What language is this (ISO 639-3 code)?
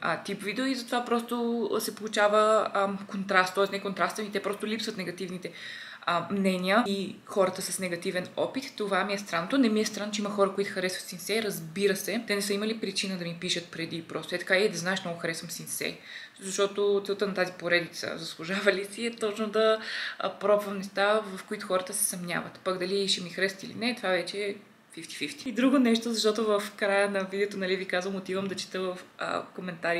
bul